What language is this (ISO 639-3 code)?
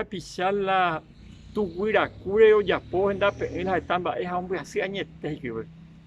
grn